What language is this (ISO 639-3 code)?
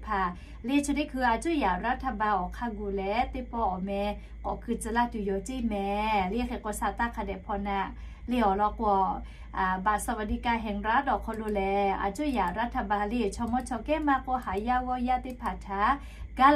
lhu